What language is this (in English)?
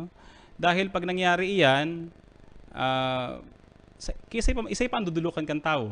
Bikol